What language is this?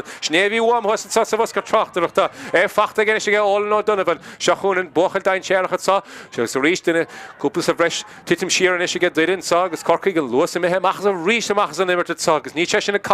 Irish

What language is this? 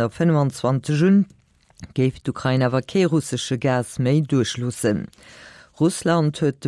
Luxembourgish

